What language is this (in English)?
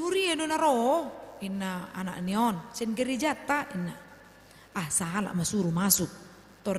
Batak Toba